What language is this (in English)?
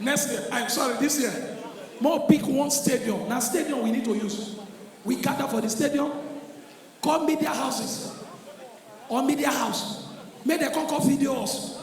Nigerian Pidgin